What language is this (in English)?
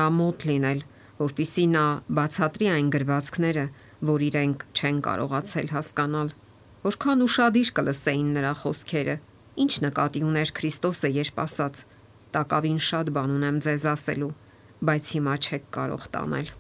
Armenian